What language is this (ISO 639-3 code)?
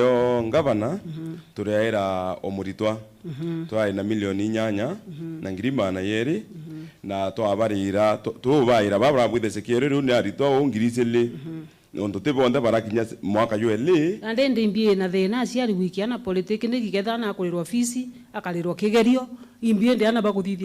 mer